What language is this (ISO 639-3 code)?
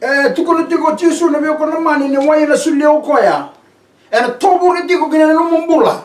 fij